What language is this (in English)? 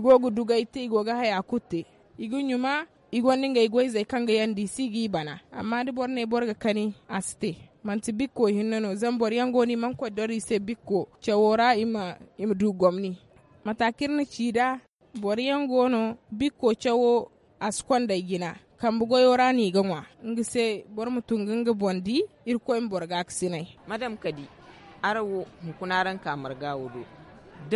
Zarma